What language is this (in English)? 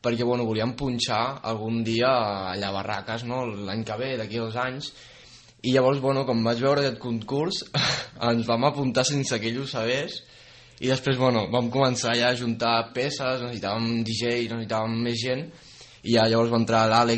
Catalan